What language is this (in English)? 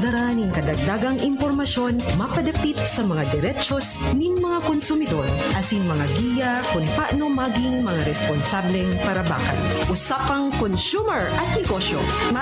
Bikol